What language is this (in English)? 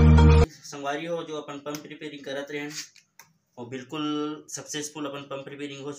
Chhattisgarhi